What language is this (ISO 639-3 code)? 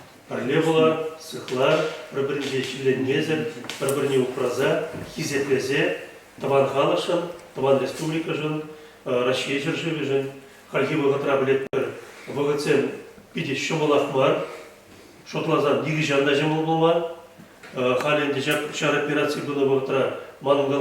chv